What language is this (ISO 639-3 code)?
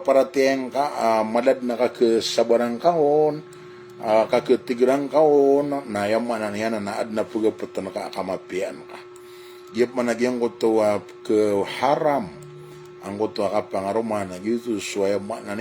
mrw